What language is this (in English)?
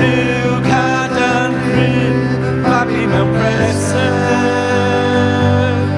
Welsh